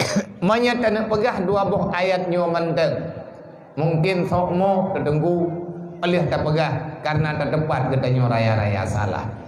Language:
Achinese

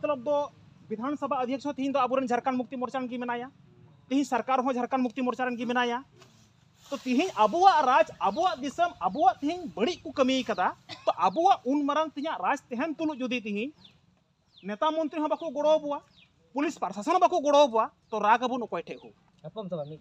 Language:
Santali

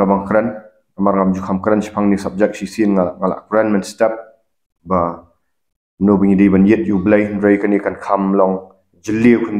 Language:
Khasi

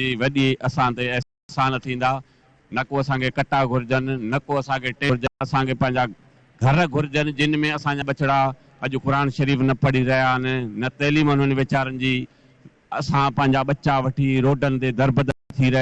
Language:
Sindhi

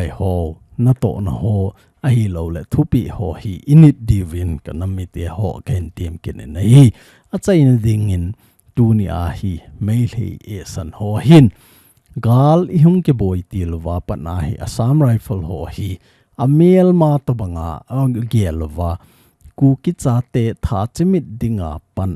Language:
Thado Chin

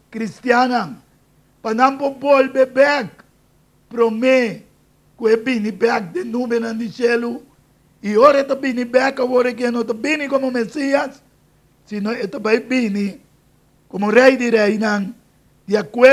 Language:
Papiamento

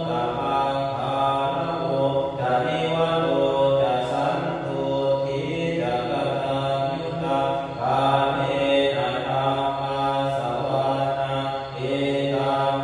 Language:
Pali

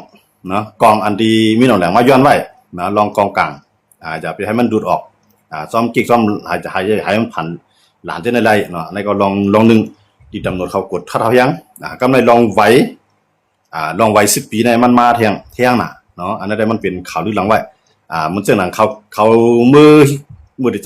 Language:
Shan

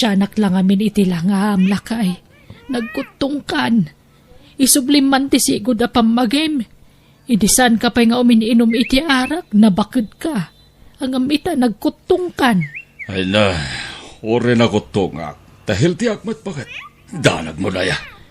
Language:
Iloko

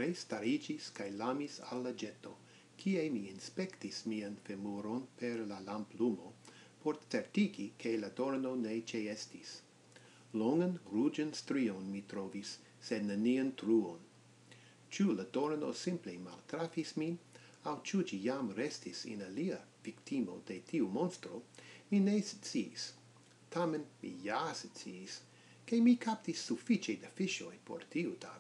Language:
Esperanto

